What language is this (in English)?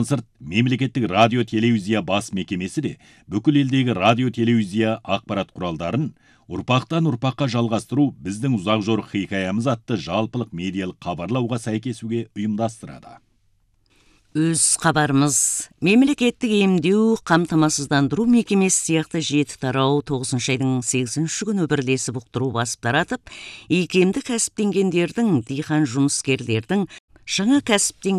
Kazakh